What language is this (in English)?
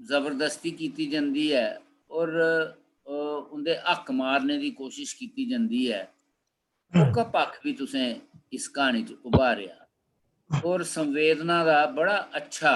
Dogri